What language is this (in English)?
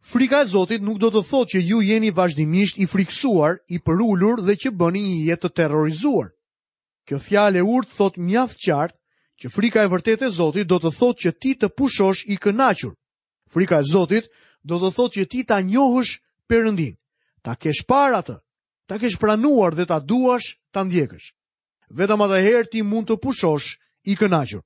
Albanian